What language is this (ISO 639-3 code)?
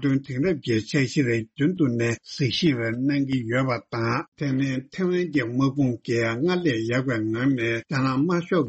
bod